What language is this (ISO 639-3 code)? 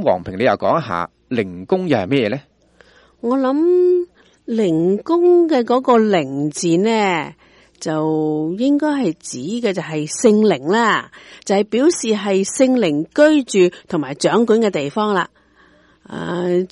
yue